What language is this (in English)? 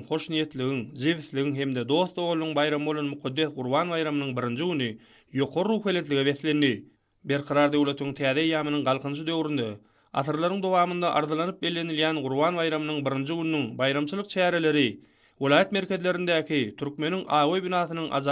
Turkmen